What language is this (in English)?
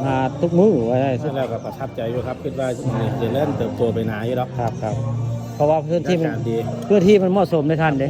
Northeastern Thai